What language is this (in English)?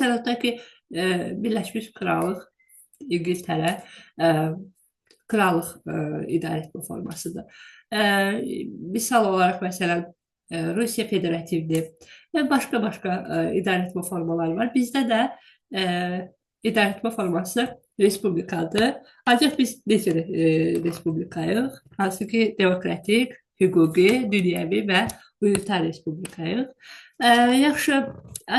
Azerbaijani